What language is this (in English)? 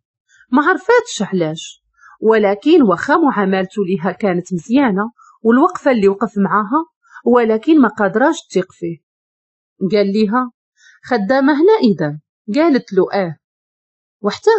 Moroccan Arabic